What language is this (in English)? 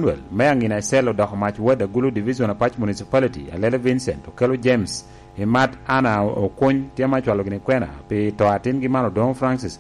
Lango (Uganda)